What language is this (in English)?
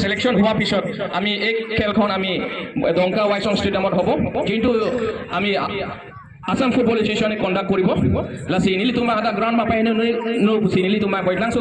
Karbi